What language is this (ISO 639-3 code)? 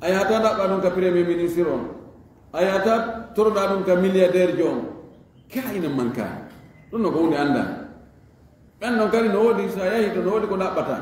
ful